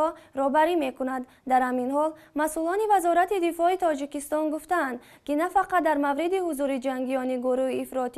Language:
Tajik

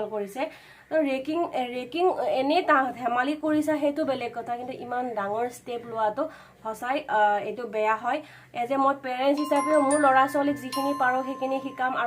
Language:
Assamese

